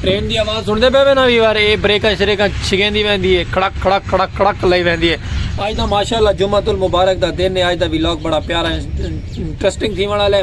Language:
Saraiki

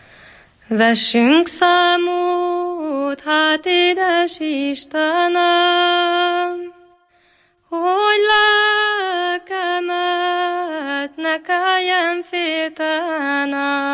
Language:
Hungarian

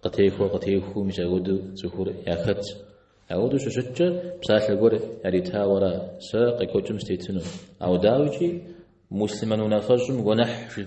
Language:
Kabardian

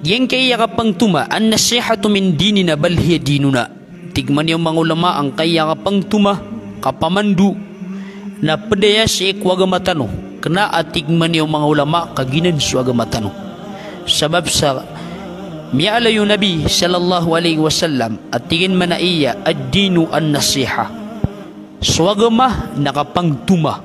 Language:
Maranao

